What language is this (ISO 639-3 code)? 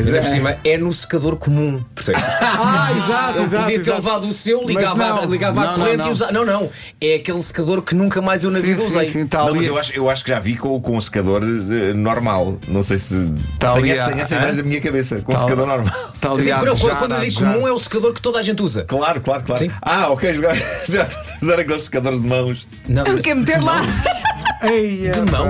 por